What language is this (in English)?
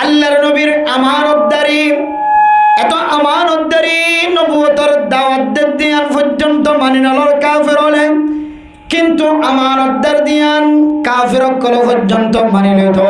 Rohingya